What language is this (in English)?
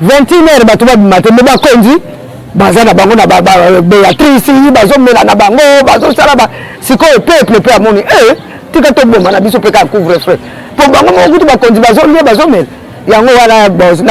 Lingala